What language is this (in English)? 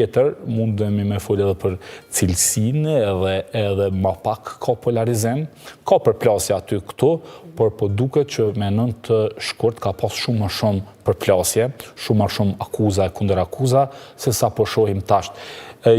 Albanian